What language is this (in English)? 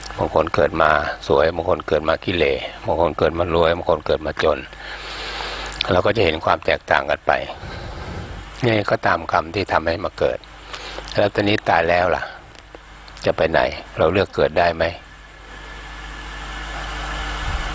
Thai